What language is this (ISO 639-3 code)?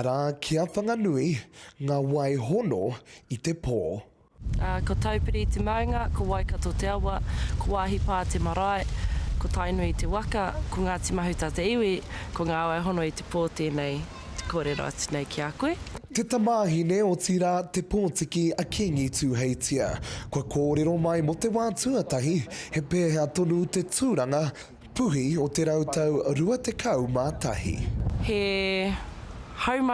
mri